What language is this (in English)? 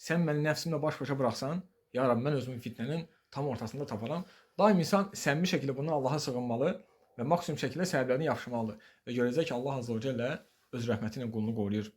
Azerbaijani